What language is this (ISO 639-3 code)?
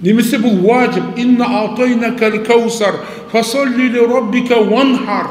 kaz